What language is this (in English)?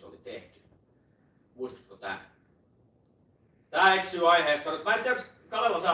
Finnish